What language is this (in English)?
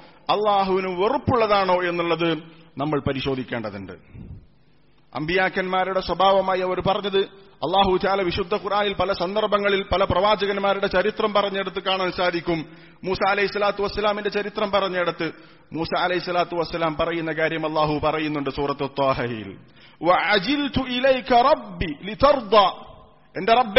Malayalam